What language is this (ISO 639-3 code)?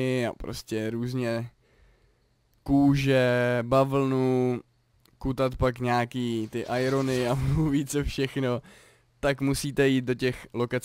ces